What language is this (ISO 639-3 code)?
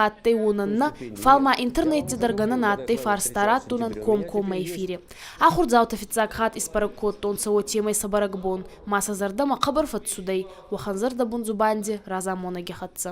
oss